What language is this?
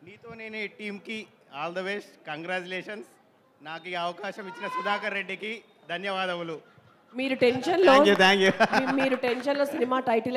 Telugu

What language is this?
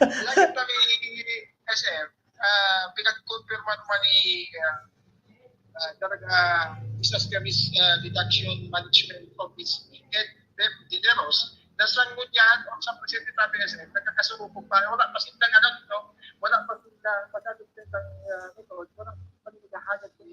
Bikol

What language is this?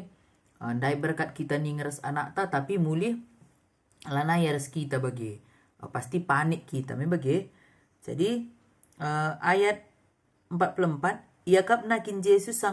Batak Karo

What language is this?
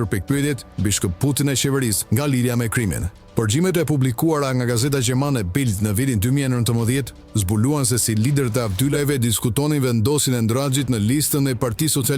Albanian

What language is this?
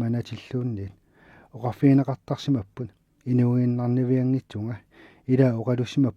Kalaallisut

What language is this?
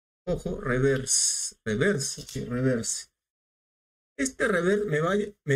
Spanish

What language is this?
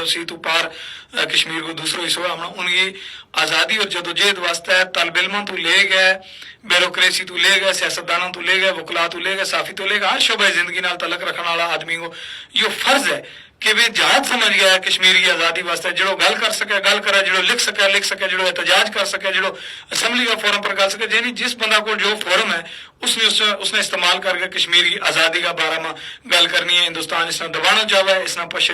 Gujari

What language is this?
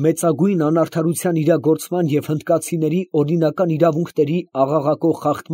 Armenian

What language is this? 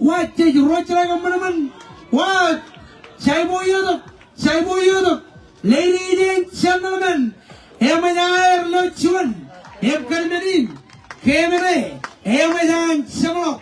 Marshallese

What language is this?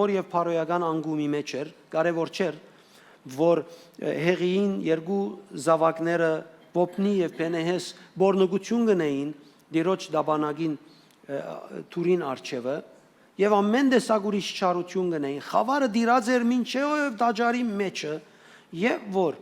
Western Armenian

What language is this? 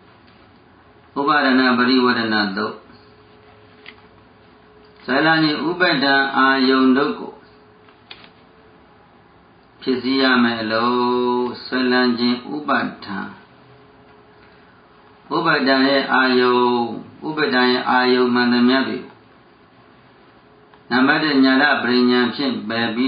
Burmese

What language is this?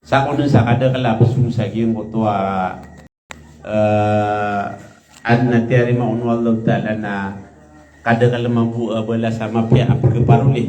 Maranao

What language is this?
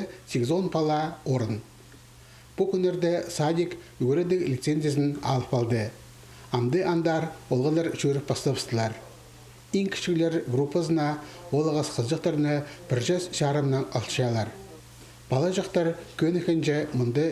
Khakas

